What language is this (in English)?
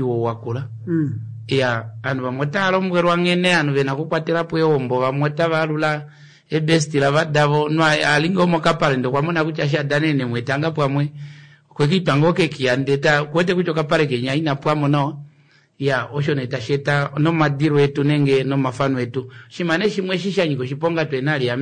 Kuanyama